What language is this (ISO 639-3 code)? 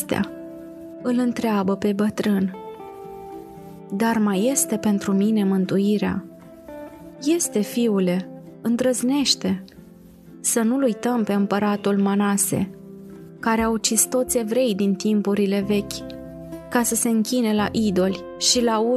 ron